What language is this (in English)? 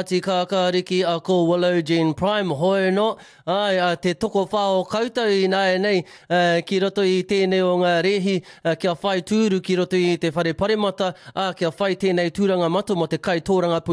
Māori